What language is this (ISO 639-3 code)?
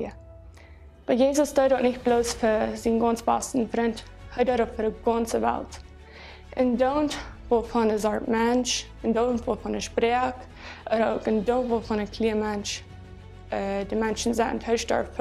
pdt